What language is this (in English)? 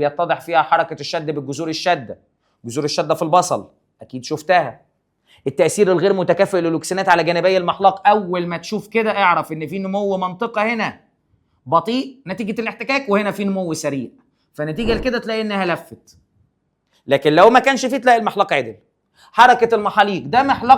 Egyptian Arabic